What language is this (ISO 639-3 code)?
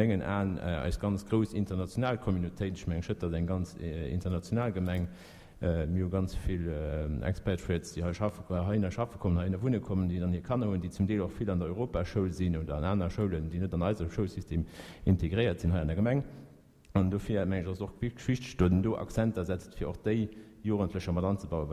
ltz